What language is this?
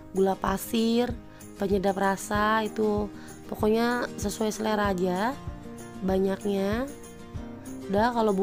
Indonesian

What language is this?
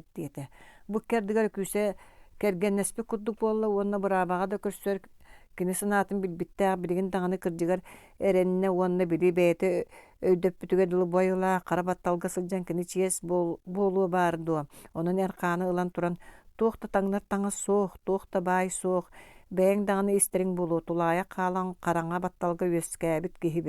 Yakut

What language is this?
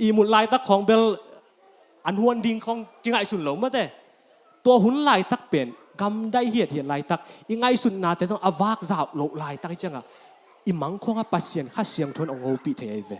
Tedim Chin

